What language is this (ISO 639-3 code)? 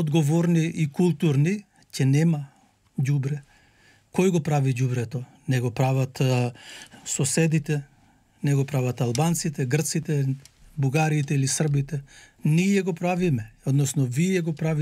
mkd